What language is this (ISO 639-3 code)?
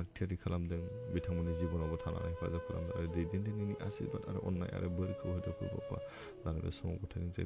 brx